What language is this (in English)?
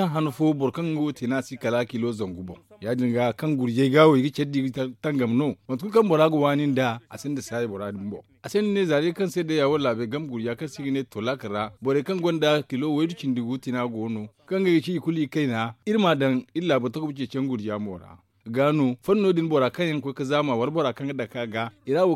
Zarma